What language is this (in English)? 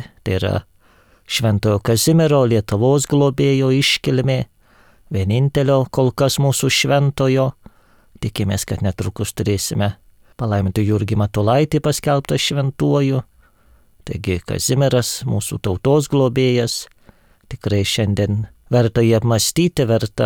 Lithuanian